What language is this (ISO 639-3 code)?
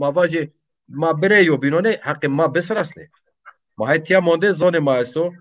zza